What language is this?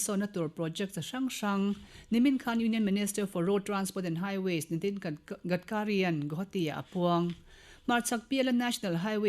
Mizo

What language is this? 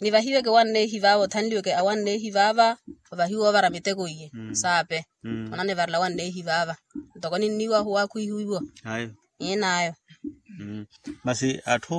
Makhuwa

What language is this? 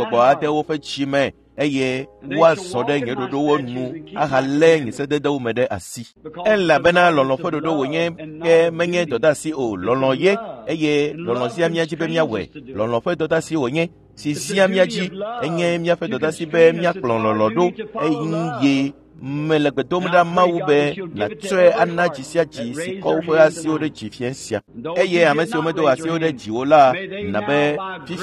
Ewe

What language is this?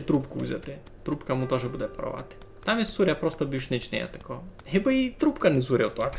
Rusyn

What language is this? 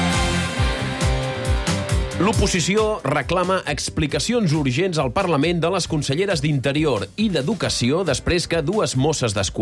Catalan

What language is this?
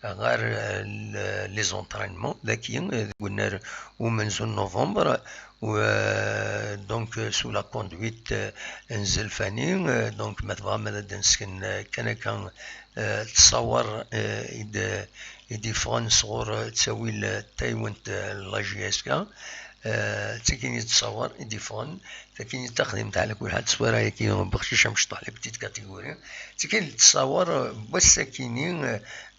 Kabyle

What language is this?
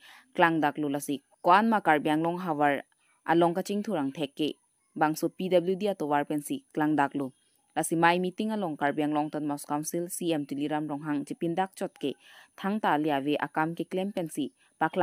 Karbi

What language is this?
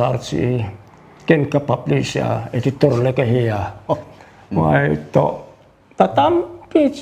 Paite Chin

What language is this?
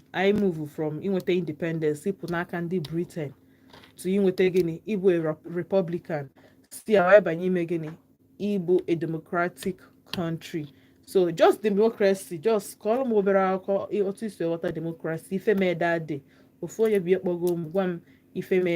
Igbo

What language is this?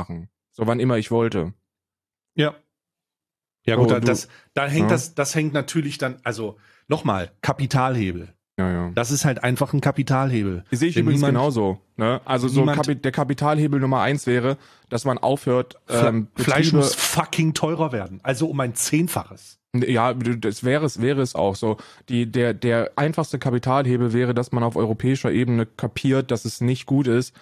German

